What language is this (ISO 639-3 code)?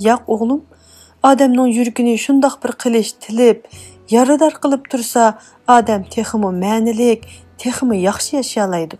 uig